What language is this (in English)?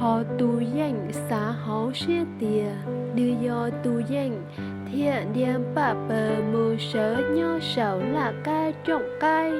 Hmong